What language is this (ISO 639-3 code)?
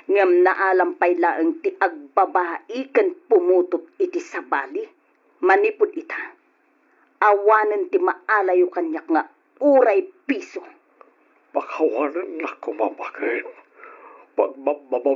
ilo